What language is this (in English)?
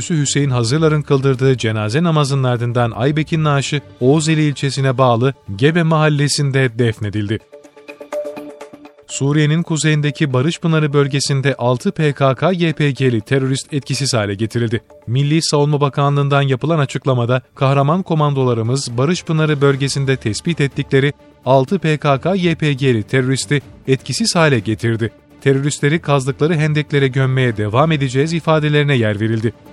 Turkish